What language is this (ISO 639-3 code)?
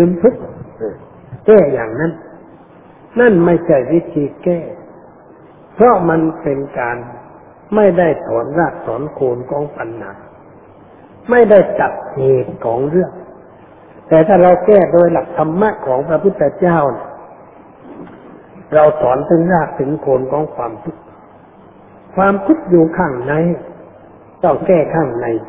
tha